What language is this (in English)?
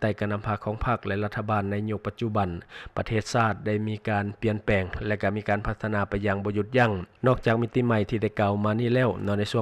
Lao